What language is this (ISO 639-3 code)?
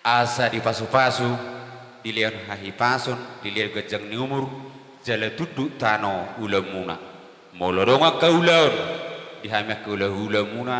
bbc